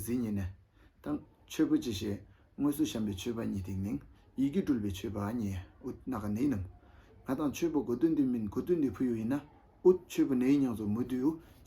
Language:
Tibetan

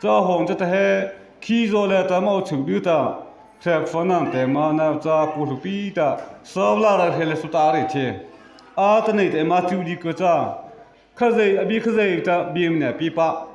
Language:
Mara Chin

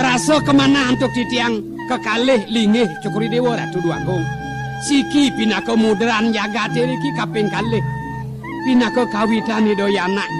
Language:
Balinese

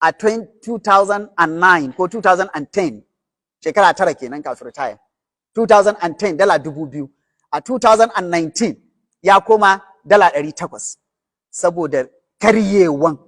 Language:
Hausa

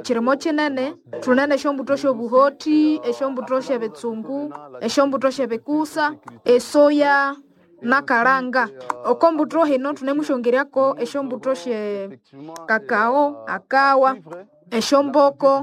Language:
Nande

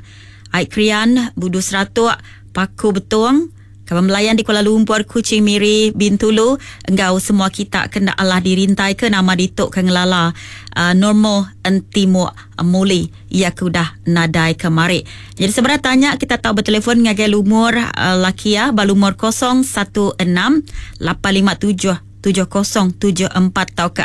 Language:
Iban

